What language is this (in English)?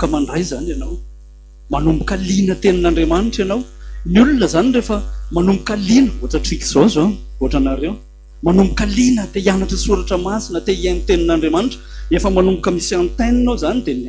Malagasy